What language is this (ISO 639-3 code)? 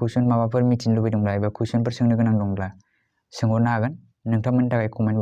brx